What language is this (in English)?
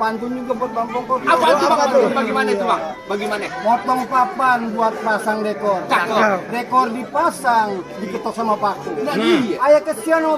Betawi